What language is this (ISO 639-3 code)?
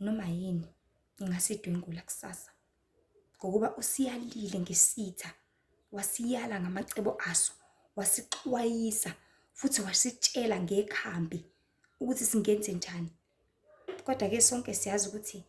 zul